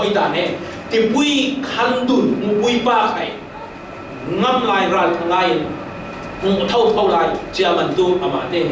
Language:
Falam Chin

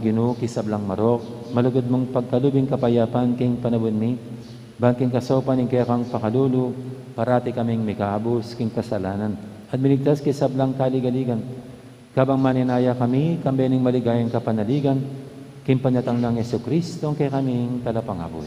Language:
Pampanga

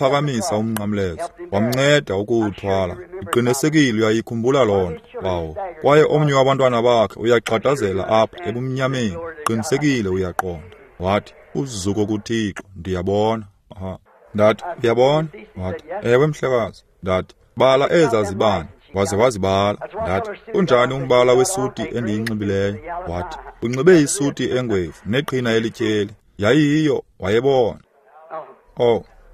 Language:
Xhosa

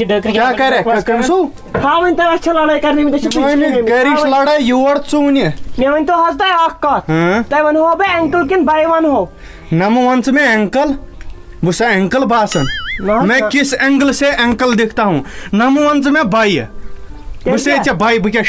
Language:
Kashmiri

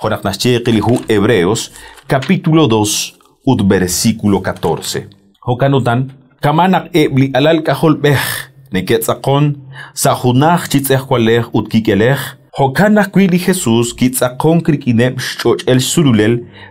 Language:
Kekchí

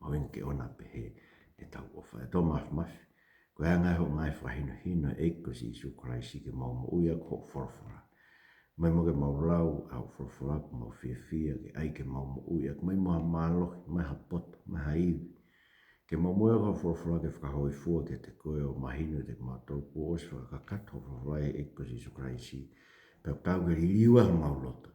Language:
Tongan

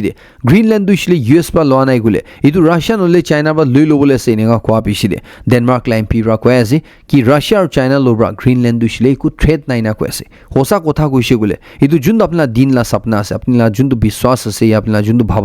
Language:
Naga Pidgin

